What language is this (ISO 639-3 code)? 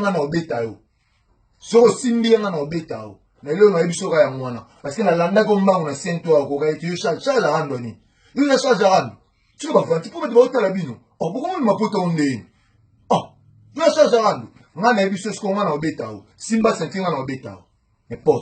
lin